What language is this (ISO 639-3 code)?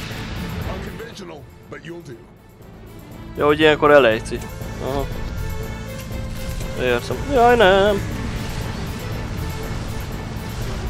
hun